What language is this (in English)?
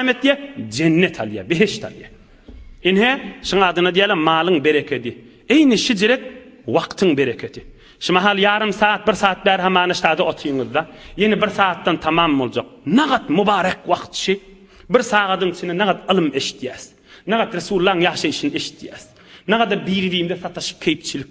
Turkmen